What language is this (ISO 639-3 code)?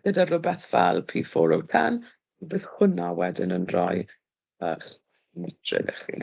cym